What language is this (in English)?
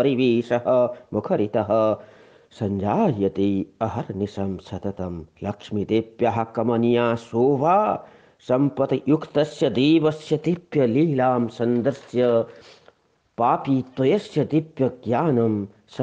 Sanskrit